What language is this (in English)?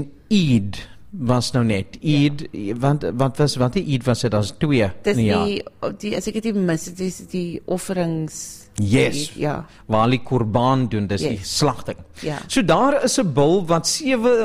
Afrikaans